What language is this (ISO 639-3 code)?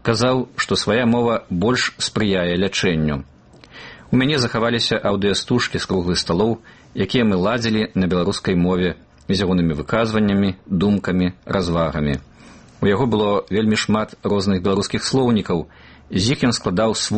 bel